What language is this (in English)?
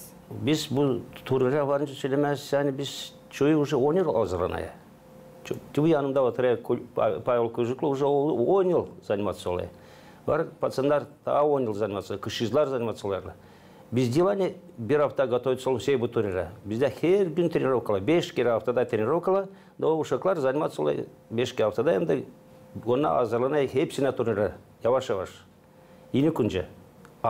Gagauz